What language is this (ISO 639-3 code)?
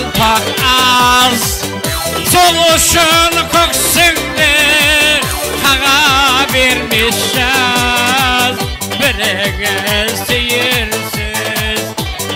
kaa